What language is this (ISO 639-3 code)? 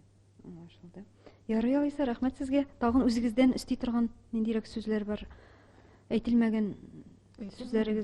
tat